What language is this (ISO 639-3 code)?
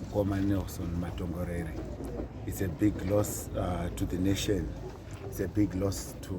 sna